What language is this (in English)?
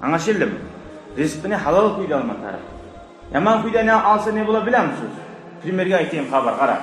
Kumyk